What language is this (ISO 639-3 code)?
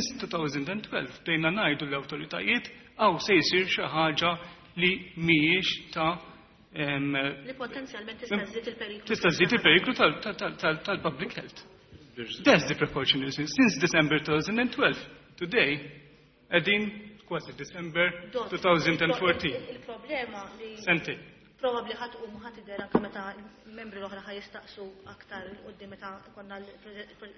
mlt